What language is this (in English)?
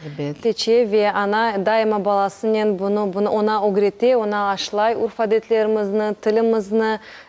Crimean Tatar